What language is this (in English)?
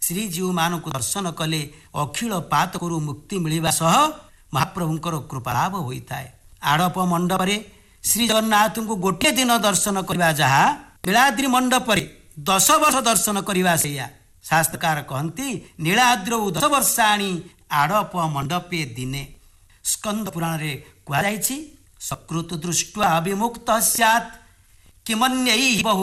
Odia